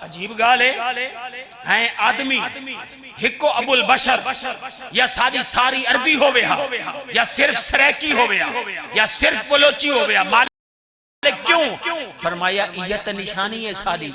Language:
Saraiki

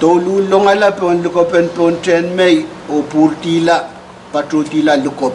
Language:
Pohnpeian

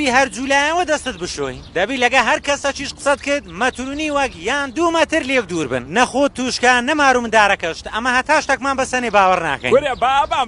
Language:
Central Kurdish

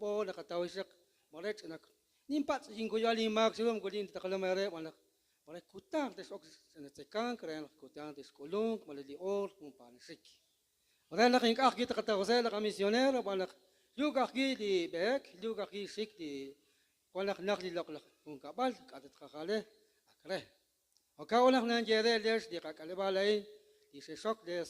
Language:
Kekchí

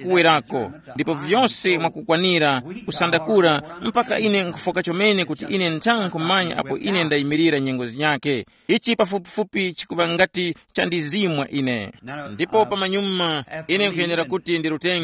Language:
Tumbuka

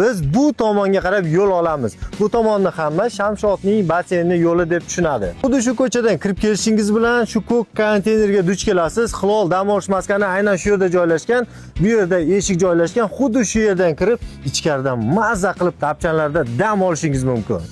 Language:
Uzbek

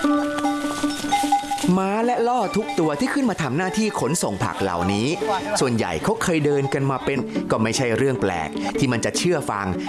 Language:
Thai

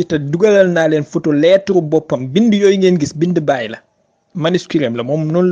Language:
Wolof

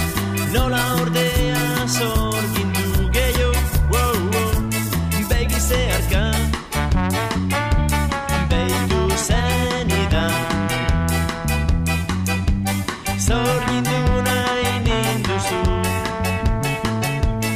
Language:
Basque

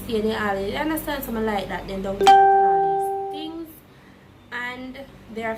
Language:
Jamaican Creole English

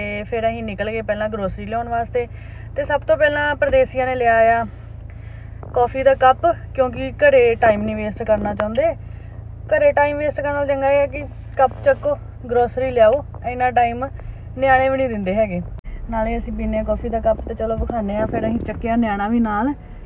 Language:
Punjabi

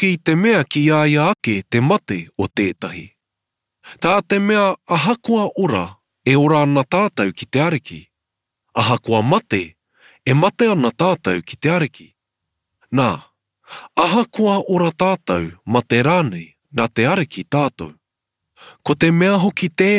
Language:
Māori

